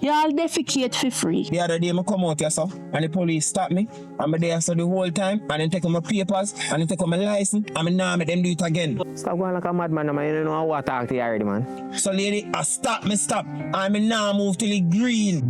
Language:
Jamaican Creole English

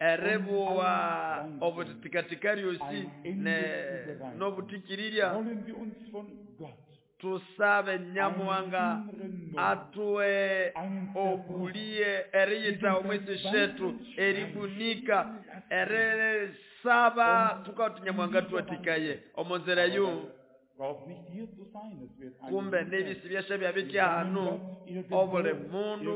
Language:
Nande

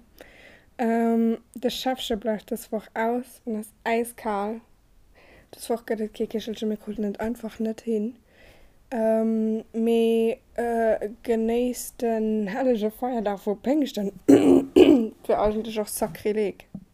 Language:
Luxembourgish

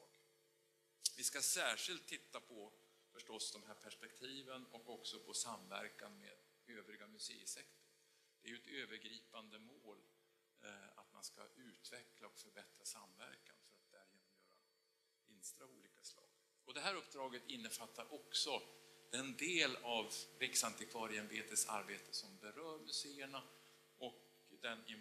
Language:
Swedish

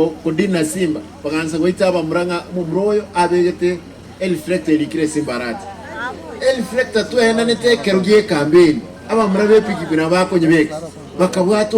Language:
Gusii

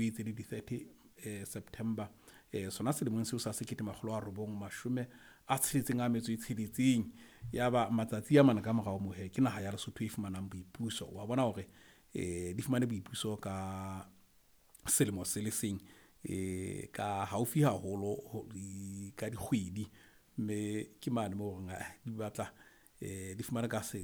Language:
Southern Sotho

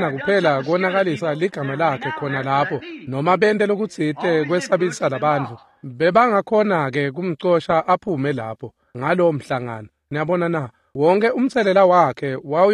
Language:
Swati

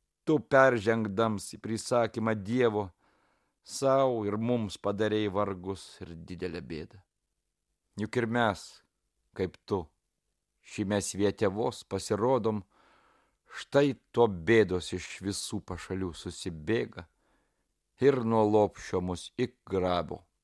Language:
Lithuanian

